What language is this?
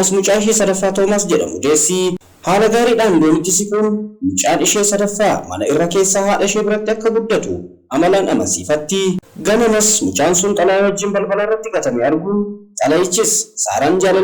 Oromo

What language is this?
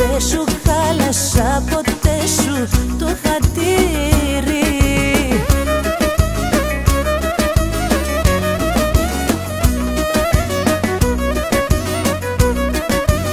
Greek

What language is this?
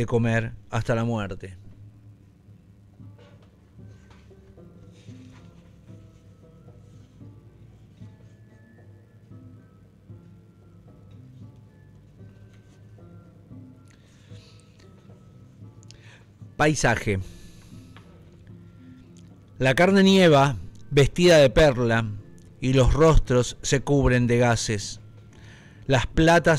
Spanish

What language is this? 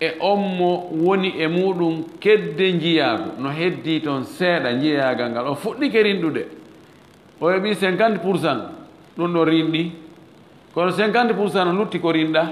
Fula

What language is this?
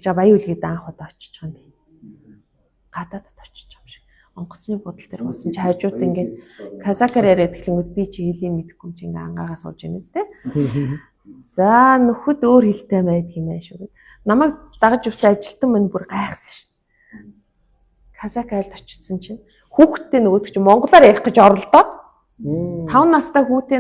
Mongolian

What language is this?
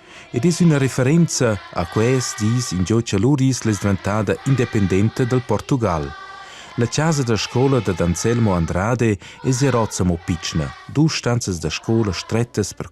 Romansh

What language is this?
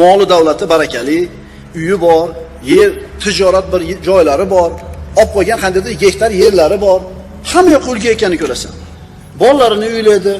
Uzbek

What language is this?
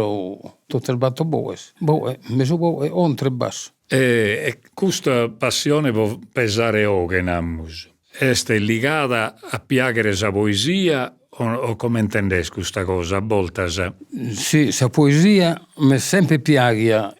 Sardinian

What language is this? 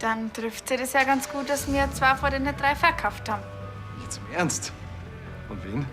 Bavarian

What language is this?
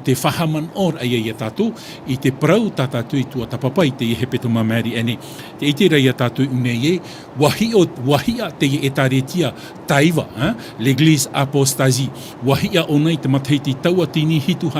Tahitian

